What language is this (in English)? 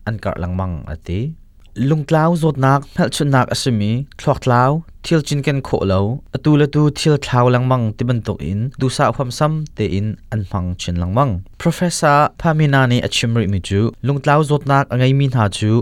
Hakha Chin